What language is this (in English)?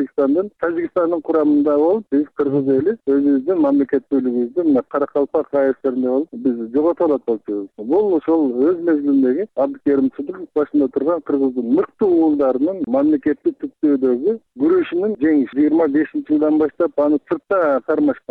Kyrgyz